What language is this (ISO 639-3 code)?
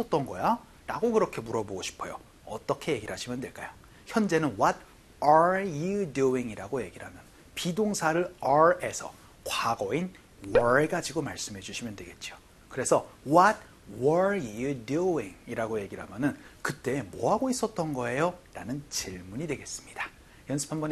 kor